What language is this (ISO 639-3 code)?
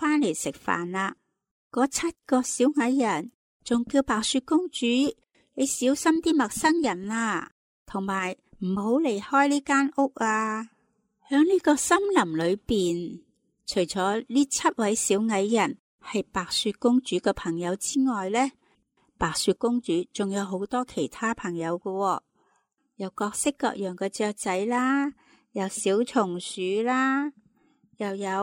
yue